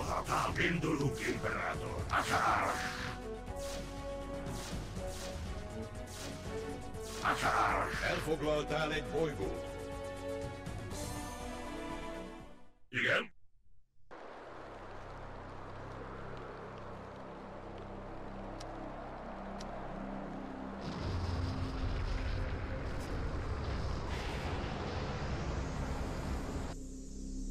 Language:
Hungarian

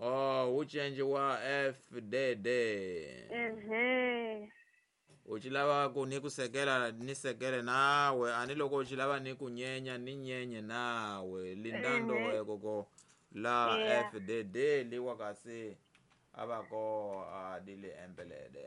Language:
Tsonga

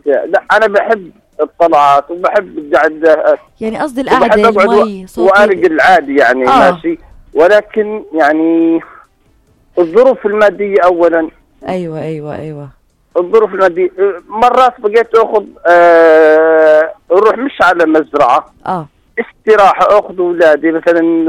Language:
North Levantine Arabic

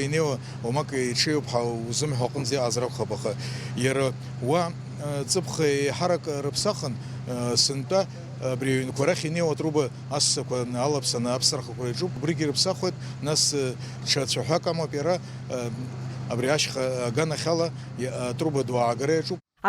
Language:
Abkhazian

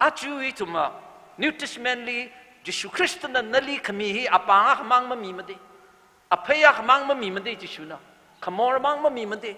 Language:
Tangkhul Naga (India)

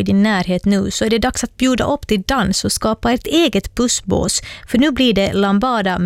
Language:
Swedish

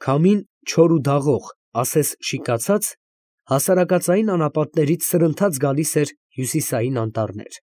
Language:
Armenian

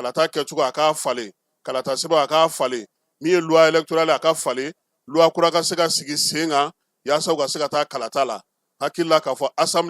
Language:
Bambara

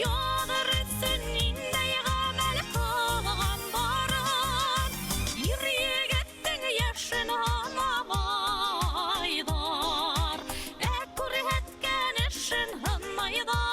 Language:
Bashkir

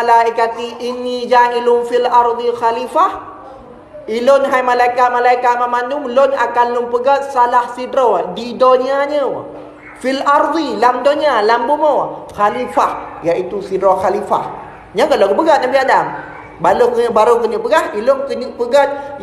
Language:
Achinese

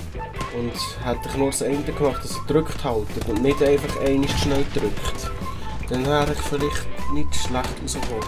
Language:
Swiss German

